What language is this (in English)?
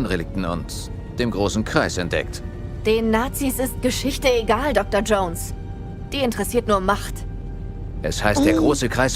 Bavarian